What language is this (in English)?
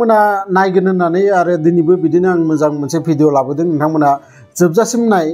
Bodo